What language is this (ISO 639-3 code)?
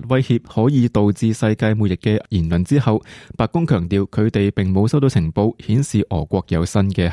yue